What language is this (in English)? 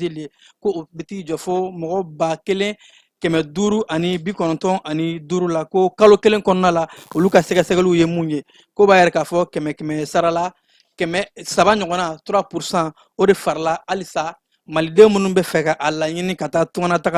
Bambara